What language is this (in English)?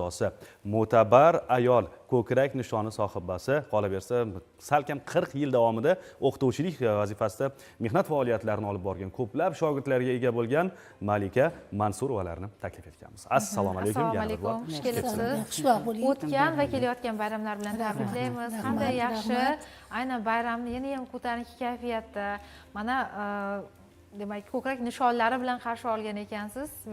Uzbek